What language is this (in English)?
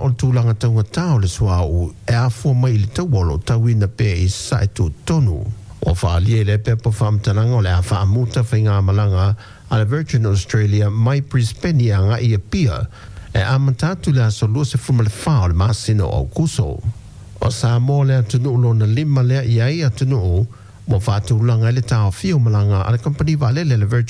Samoan